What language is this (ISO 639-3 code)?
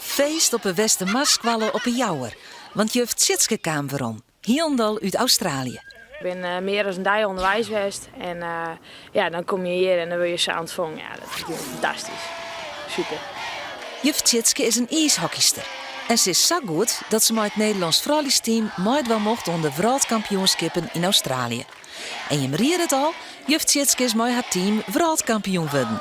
fry